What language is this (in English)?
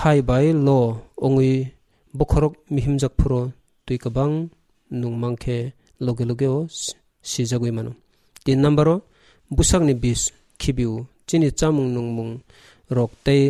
Kok Borok